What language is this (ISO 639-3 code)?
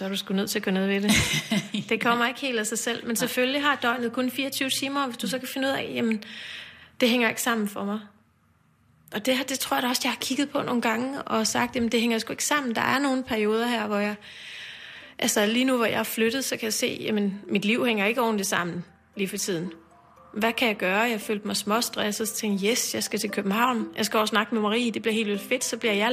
dan